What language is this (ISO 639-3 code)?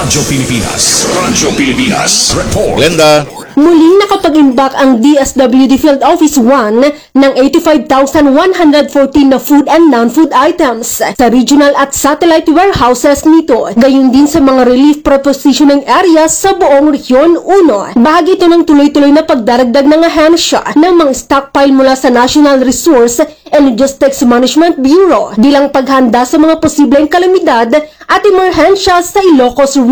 fil